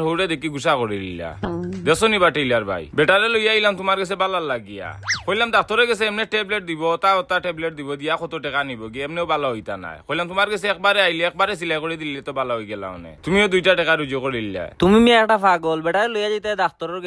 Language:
Sylheti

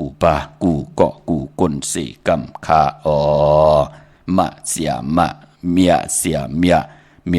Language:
Shan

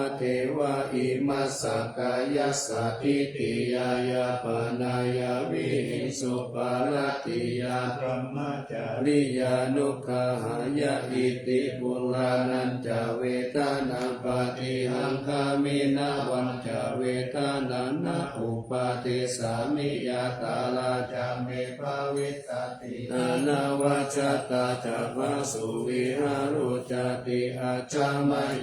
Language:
Pali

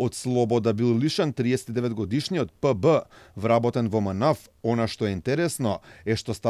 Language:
Macedonian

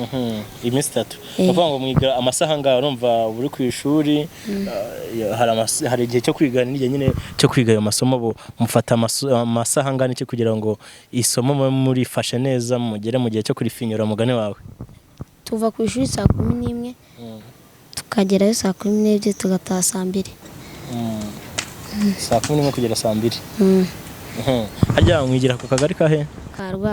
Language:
Kinyarwanda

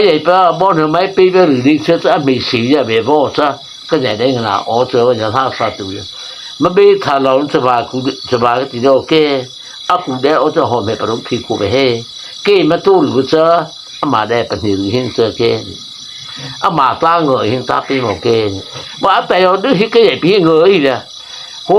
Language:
Mara Chin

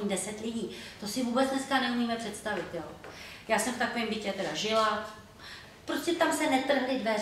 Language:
Czech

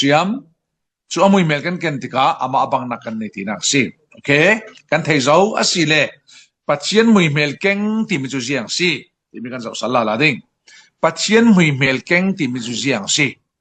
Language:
Falam Chin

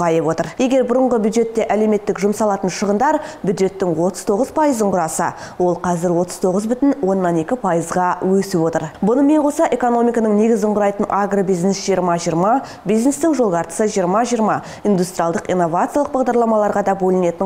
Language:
Kazakh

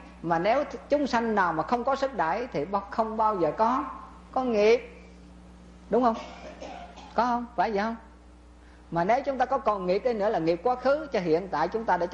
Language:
Vietnamese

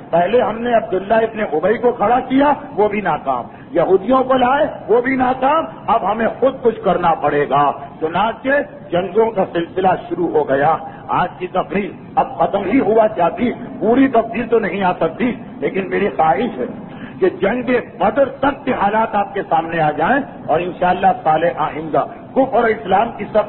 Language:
Urdu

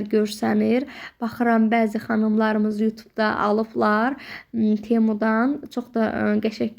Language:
Azerbaijani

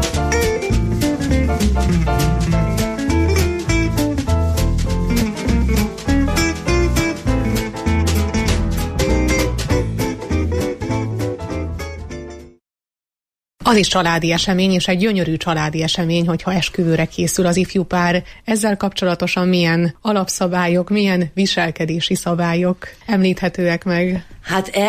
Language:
Hungarian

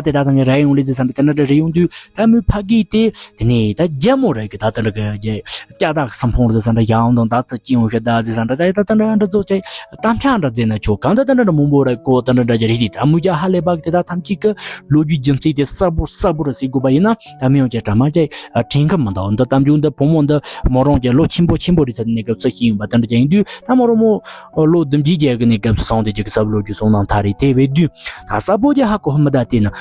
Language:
Tibetan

